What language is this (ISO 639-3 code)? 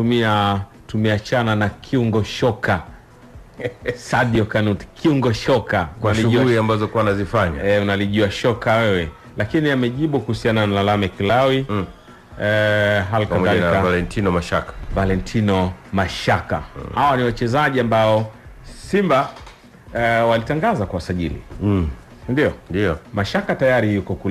swa